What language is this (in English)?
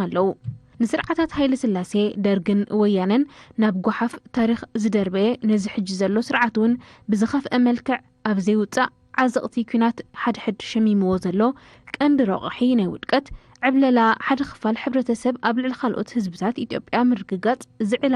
Tigrinya